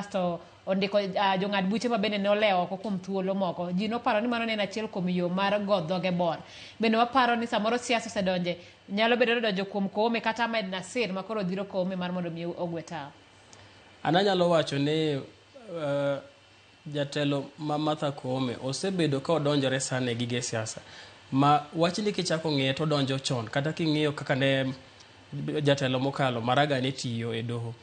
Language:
Luo (Kenya and Tanzania)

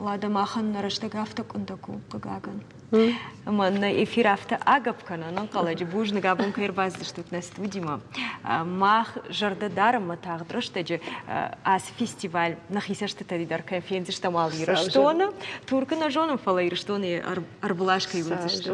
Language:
Ossetic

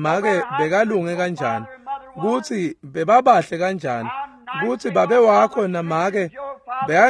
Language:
Swati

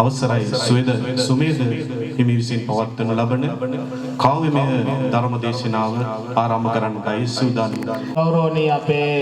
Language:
Sinhala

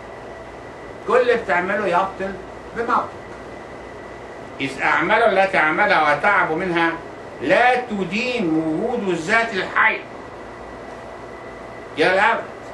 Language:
Egyptian Arabic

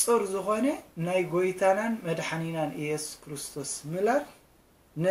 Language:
Tigrinya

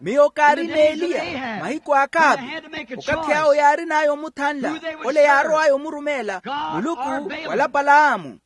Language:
Makhuwa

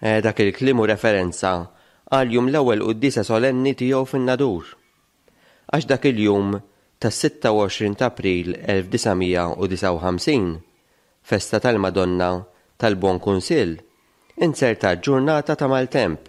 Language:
Maltese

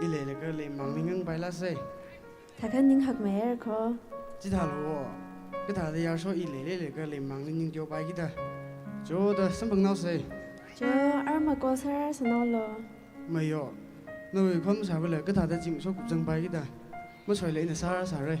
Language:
Tangkhul Naga (India)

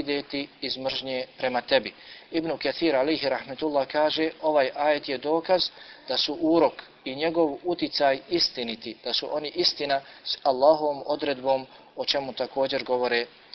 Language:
Bosnian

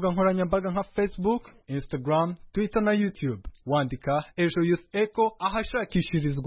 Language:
Kinyarwanda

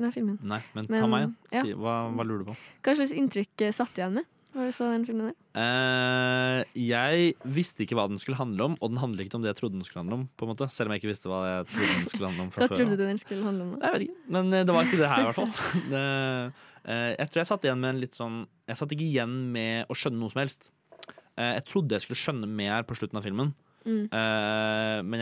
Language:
Norwegian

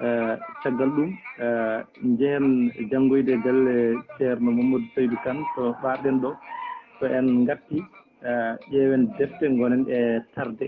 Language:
Fula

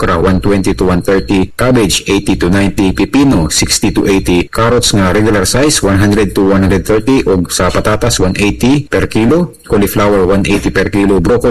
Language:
Cebuano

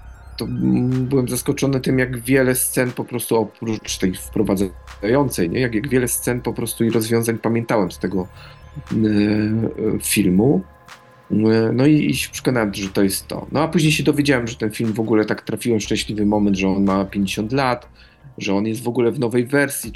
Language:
Polish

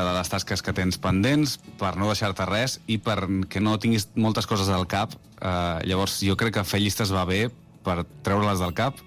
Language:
Catalan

